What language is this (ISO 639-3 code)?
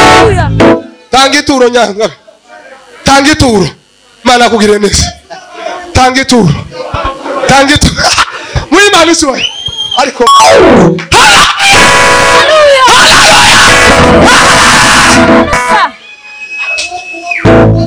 kin